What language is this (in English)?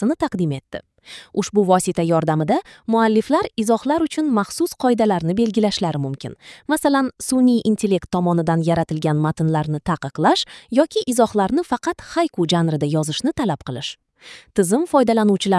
Uzbek